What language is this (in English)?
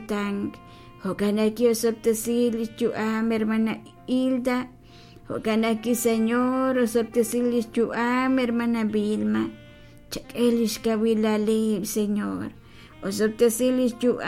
Kekchí